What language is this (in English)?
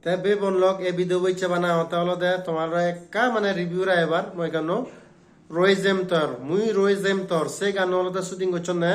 Chakma